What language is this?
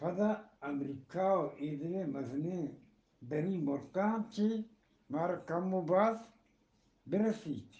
Eastern Balochi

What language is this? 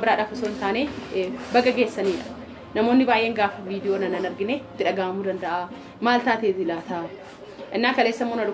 Oromo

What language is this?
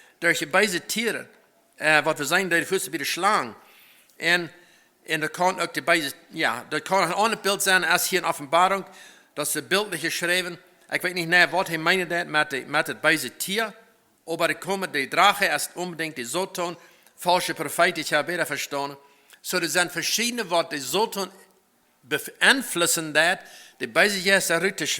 Plautdietsch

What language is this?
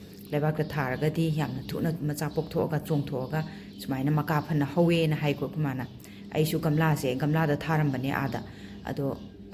Manipuri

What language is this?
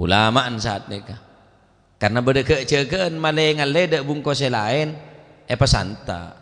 Madurese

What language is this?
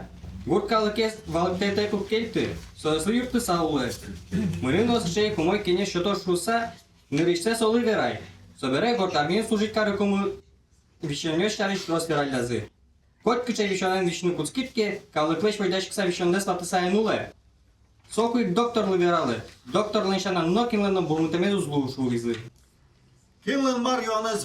Udmurt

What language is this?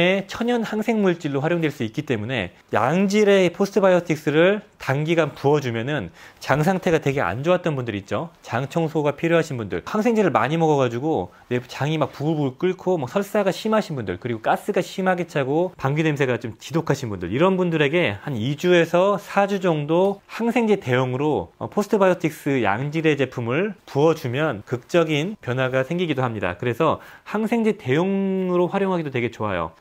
Korean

